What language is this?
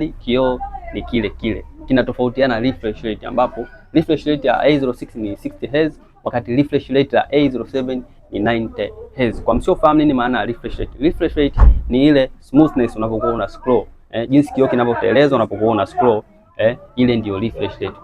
Swahili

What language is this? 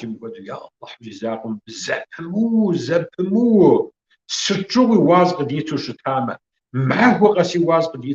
Kabardian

